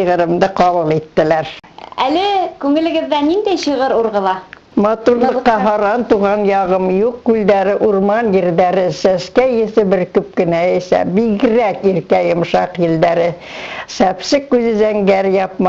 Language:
Bashkir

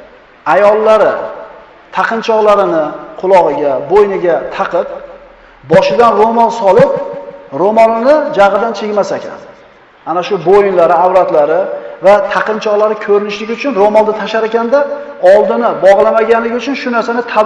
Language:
Uzbek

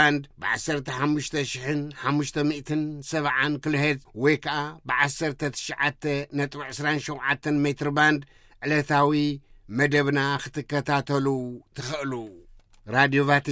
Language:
Tigrinya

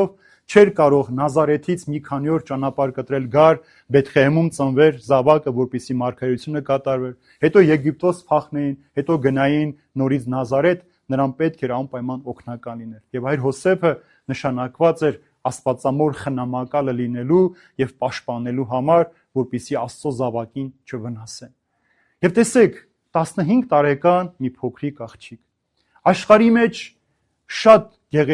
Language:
Armenian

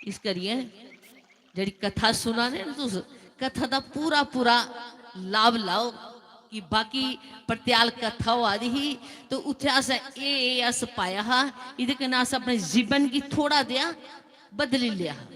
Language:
Dogri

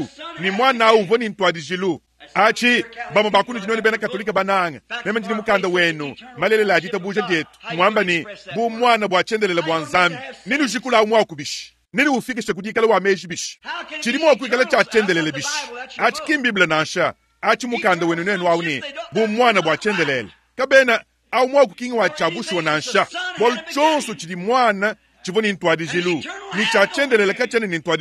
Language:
Luba-Lulua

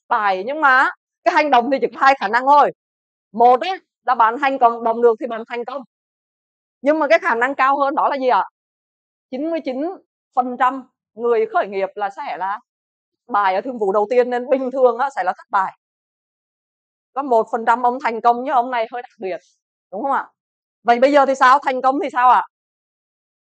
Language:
Vietnamese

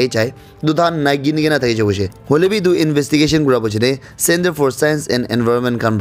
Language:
Naga Pidgin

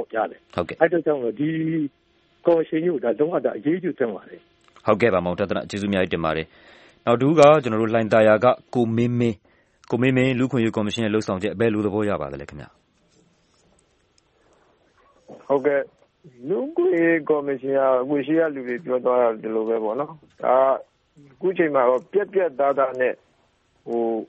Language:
Burmese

